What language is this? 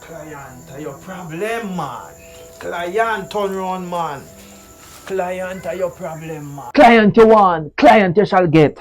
Jamaican Creole English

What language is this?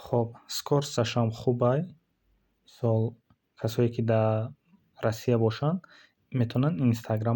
Tajik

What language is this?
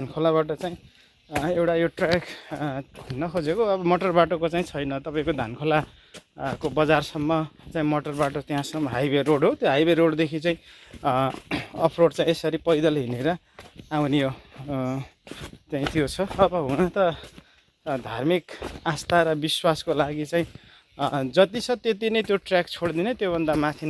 Nepali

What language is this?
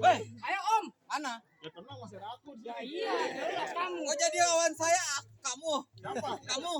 Betawi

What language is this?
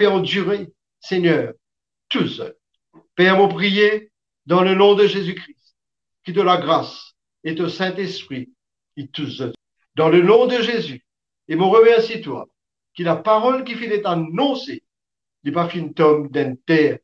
Morisyen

